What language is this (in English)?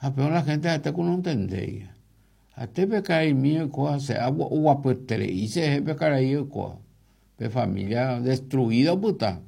Guarani